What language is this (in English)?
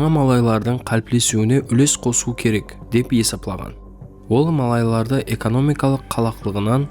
Kara-Kalpak